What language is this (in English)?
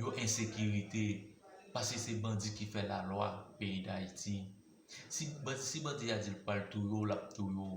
Haitian Creole